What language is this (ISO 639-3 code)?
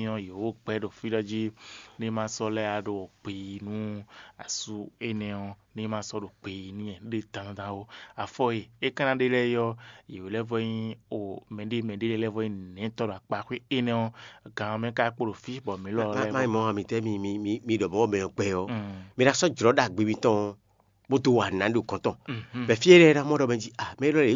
fon